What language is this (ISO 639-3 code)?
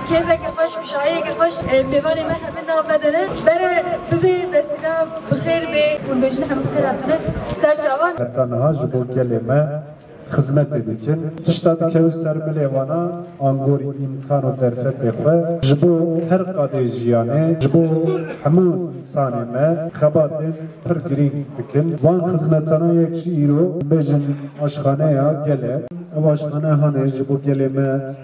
kur